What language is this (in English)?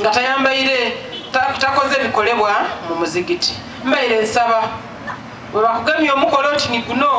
Soga